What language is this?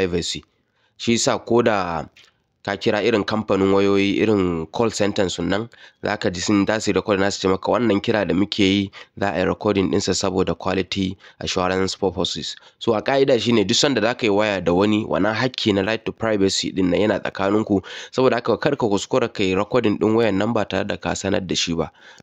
Hausa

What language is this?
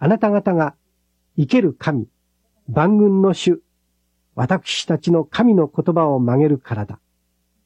Japanese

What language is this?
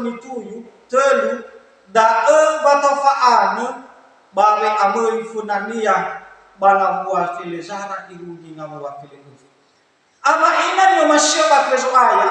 Nias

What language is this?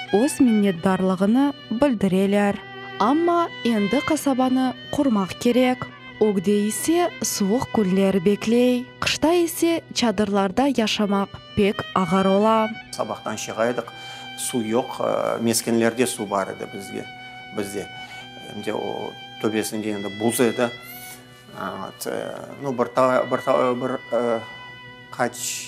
Crimean Tatar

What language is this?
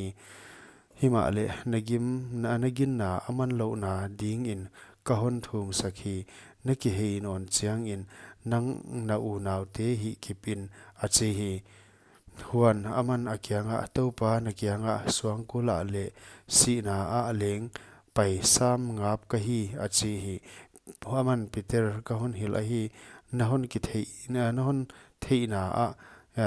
Paite Chin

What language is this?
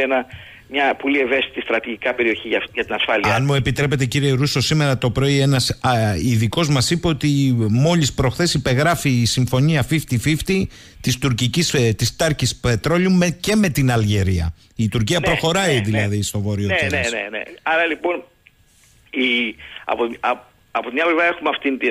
Greek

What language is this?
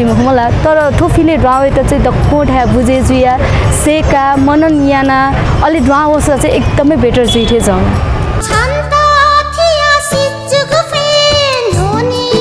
Newari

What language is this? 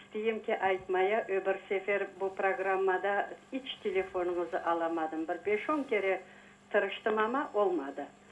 Crimean Tatar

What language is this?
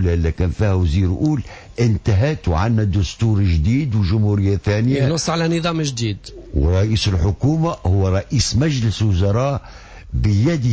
Tunisian Arabic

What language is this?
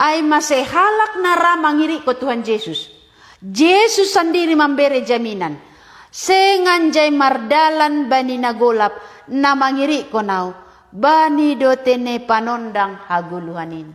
Batak Simalungun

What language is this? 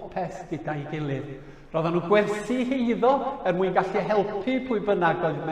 Welsh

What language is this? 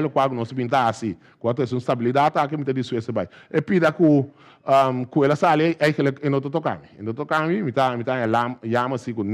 Papiamento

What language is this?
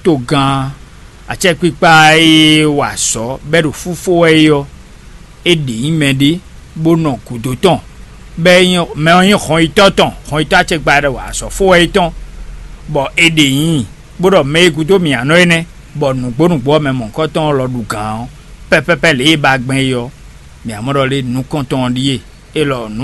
Fon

